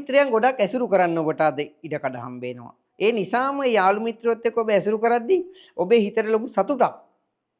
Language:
Sinhala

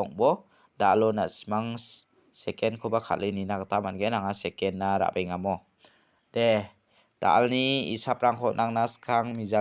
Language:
Garo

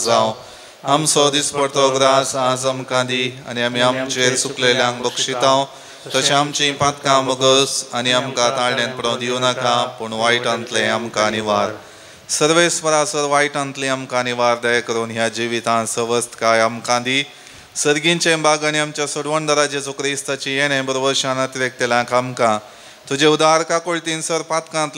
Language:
Konkani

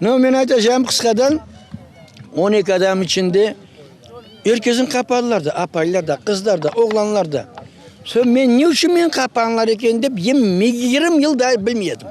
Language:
Crimean Tatar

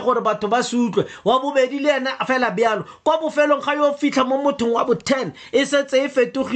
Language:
Tswana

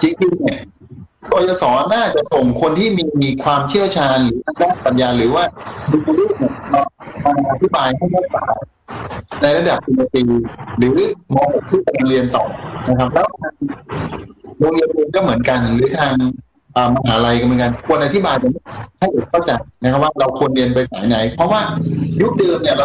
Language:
Thai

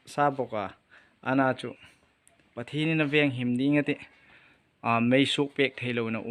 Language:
Hmar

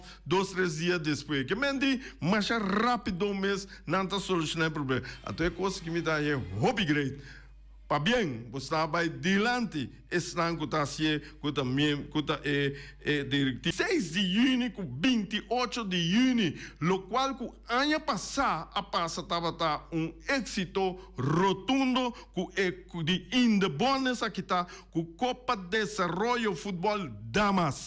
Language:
Papiamento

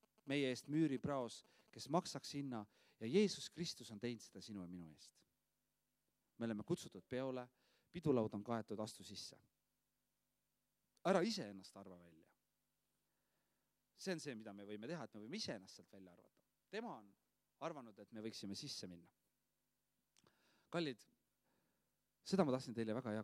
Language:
Estonian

